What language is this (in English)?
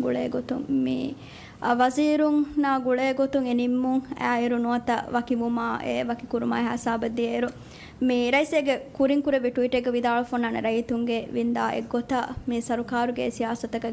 Divehi